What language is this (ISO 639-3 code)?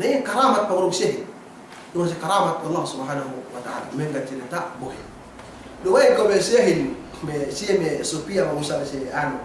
yka